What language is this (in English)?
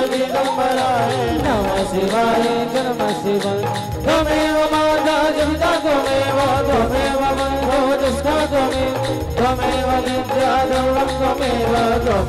Hindi